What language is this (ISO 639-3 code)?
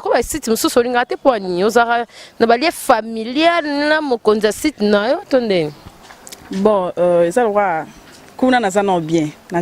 lin